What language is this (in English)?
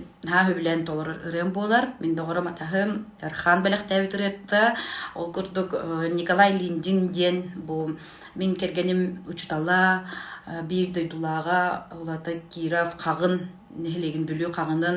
Yakut